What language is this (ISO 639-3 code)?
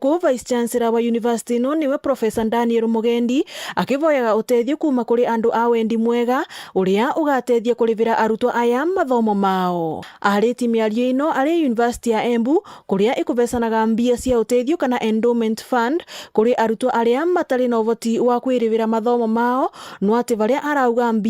mer